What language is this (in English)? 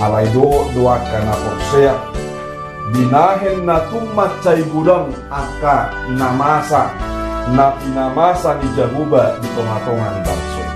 Batak Toba